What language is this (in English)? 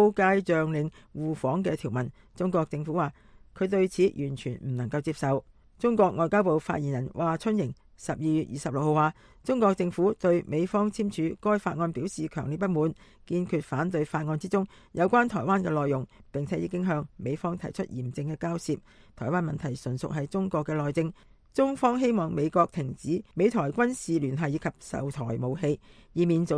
Cantonese